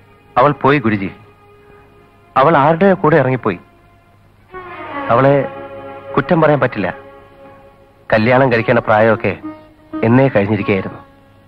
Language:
Malayalam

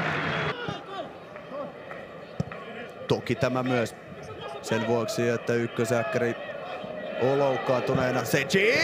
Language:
Finnish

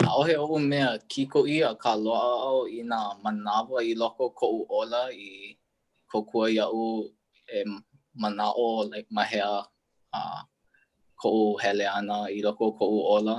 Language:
Hawaiian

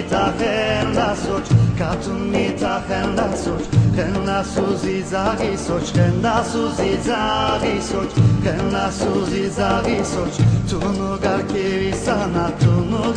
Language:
Laz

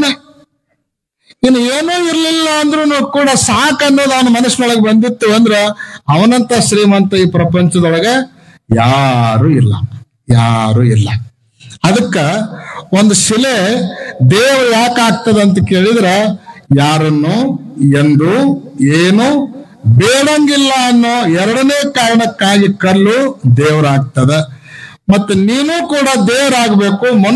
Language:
Kannada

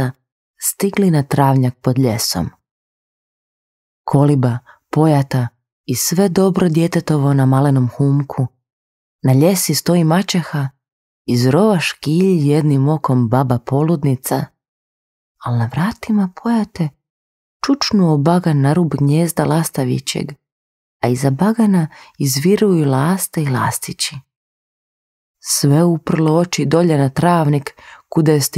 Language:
Croatian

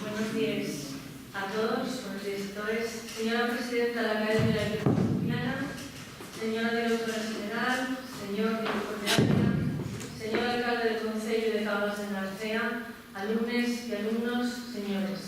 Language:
Asturian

